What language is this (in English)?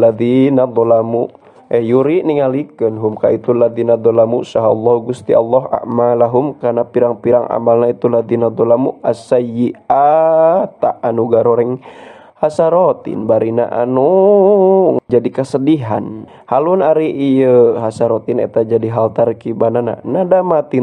Sundanese